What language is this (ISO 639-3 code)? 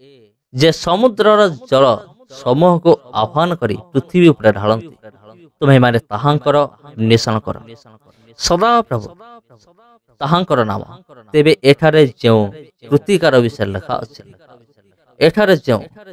ori